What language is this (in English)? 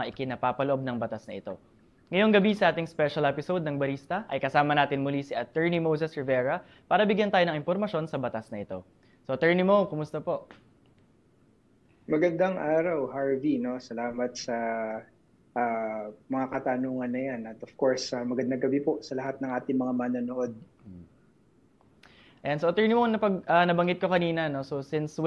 Filipino